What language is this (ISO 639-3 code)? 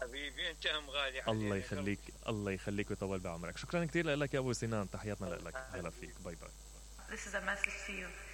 acm